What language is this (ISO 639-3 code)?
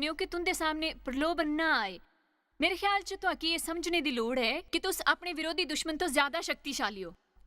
doi